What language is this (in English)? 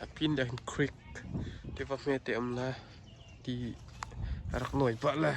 Hakha Chin